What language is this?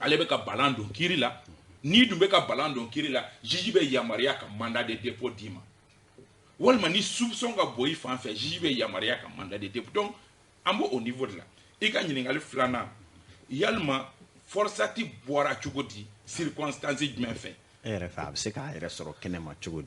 Bambara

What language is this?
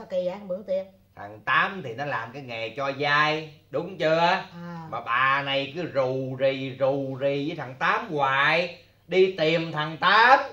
Vietnamese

